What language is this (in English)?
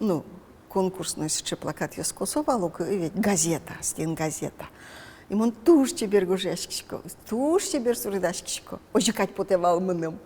Udmurt